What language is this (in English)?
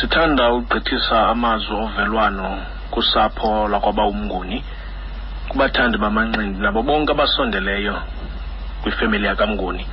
Xhosa